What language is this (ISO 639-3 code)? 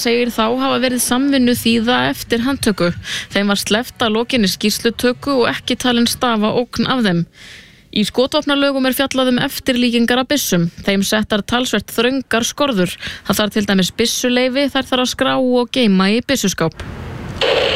isl